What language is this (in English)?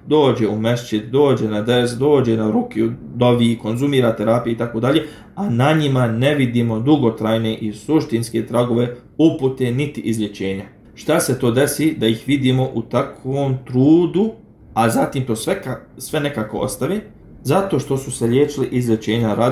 Bosnian